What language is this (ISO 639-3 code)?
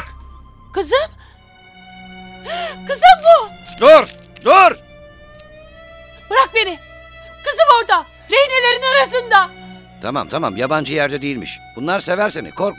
tur